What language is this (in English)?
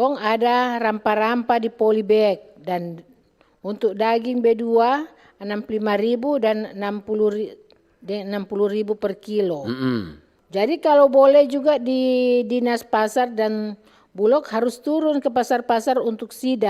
Manado Malay